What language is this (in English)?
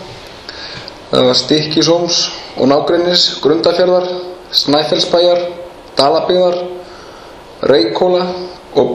Icelandic